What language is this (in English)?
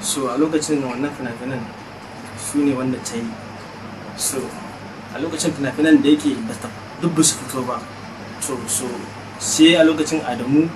Hausa